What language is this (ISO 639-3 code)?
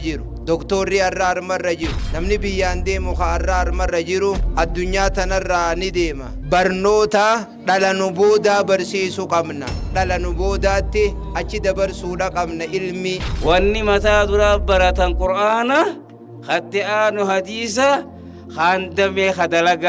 orm